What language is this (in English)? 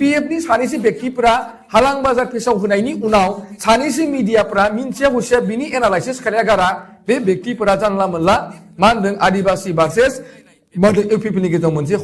Bodo